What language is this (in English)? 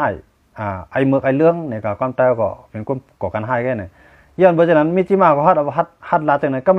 Shan